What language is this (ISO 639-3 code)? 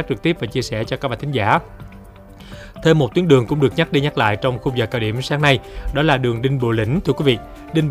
vie